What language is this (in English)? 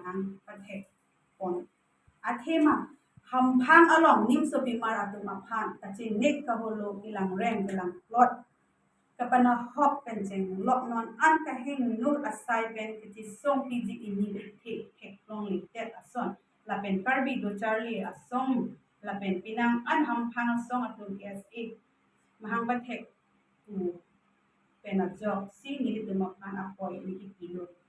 Karbi